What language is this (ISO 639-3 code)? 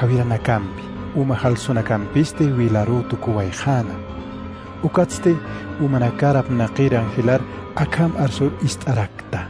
aym